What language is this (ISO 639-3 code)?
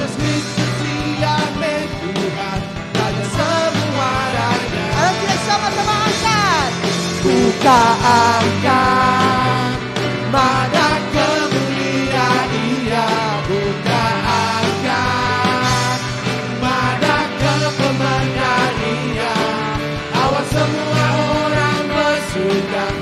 iba